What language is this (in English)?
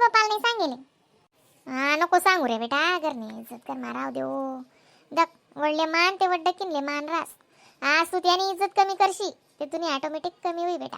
Khandesi